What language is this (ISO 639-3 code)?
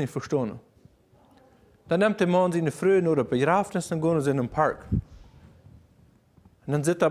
deu